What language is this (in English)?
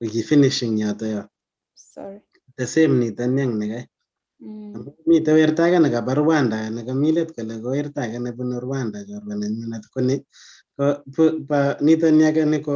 Kalenjin